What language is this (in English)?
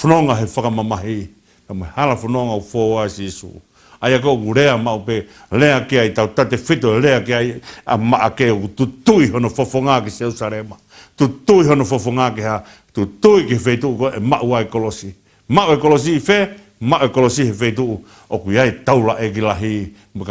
Tongan